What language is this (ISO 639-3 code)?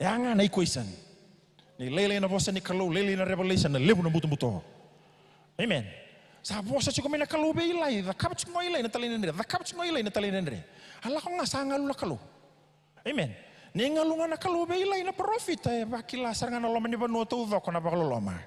fij